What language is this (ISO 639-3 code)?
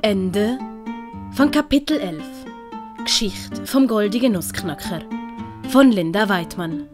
gsw